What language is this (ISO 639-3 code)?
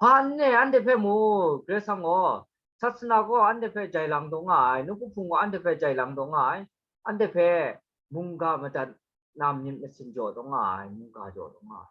kac